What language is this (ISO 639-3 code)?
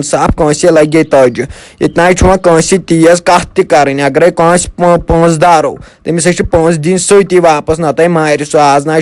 kas